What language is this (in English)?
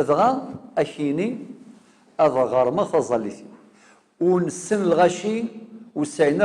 Kabyle